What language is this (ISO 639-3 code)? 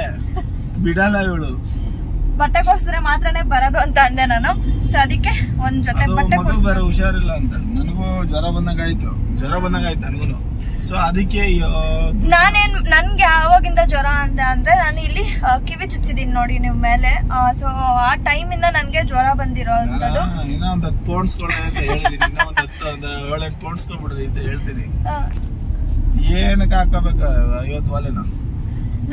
kan